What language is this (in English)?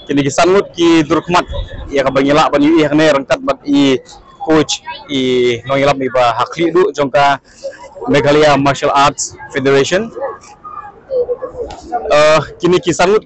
Khasi